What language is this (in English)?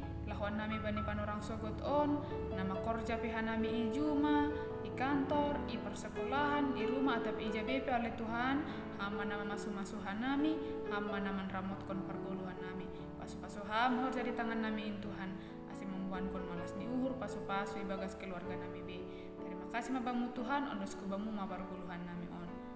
Batak Simalungun